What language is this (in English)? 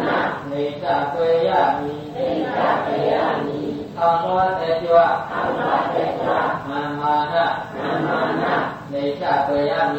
Burmese